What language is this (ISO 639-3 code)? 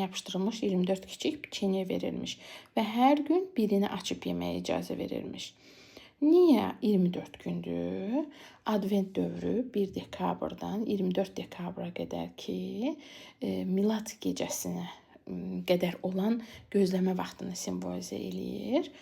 aze